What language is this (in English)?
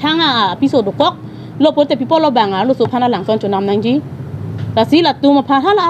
Karbi